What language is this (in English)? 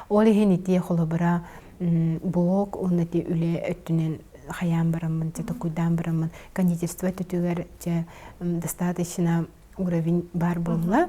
Yakut